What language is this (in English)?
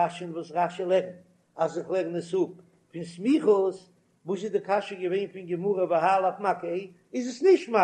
Yiddish